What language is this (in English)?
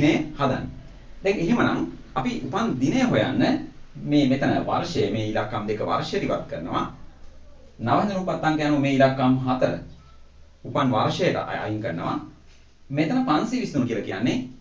Sinhala